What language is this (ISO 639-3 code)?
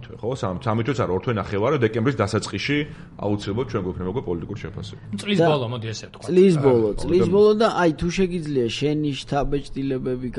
kat